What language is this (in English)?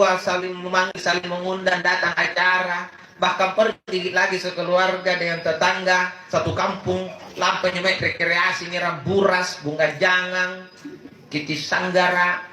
Makasar